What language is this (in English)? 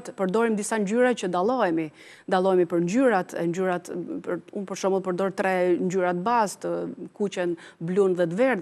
Albanian